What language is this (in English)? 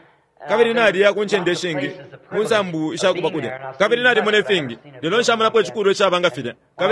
Bemba